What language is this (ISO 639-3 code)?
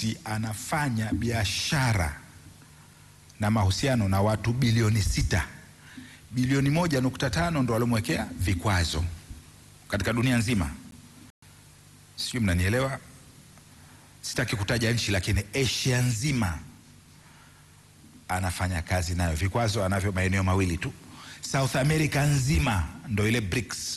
swa